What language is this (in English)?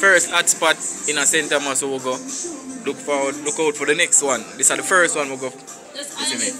Jamaican Creole English